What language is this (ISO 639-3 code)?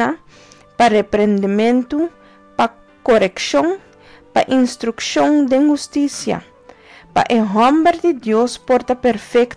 pap